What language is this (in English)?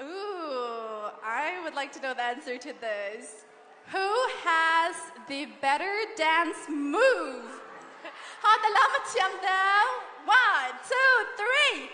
Hakha Chin